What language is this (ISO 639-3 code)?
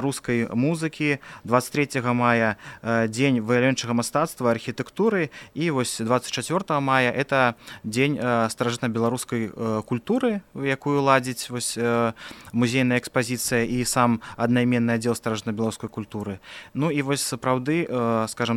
bel